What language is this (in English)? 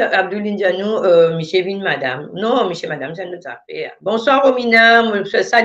Morisyen